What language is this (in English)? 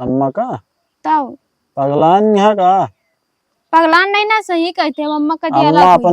Awadhi